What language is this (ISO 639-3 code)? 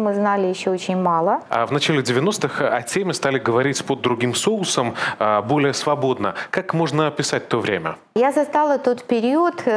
rus